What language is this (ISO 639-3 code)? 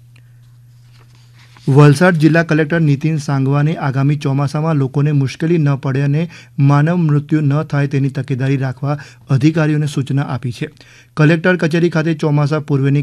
guj